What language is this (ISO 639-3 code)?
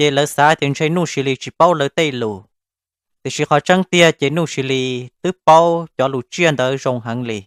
hmn